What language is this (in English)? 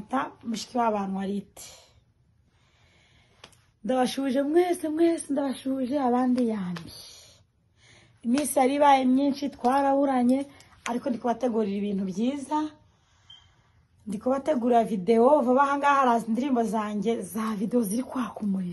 Kinyarwanda